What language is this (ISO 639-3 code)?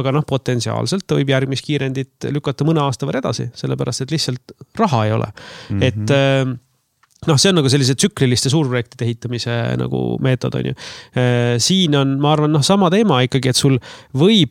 est